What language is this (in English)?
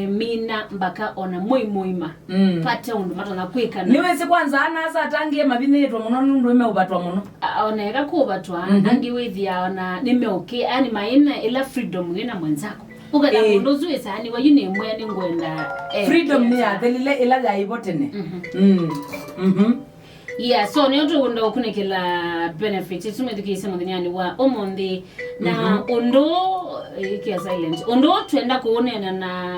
Kamba